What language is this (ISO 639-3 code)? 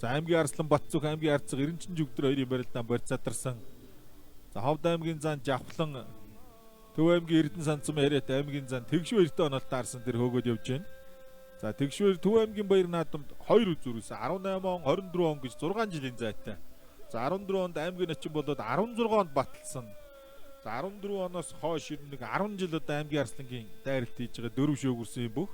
mon